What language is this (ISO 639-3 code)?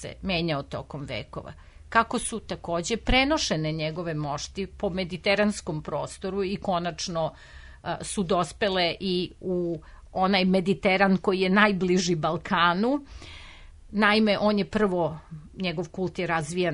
srp